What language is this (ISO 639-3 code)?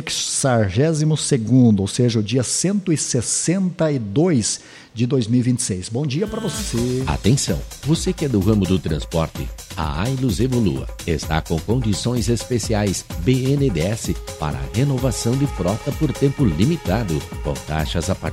por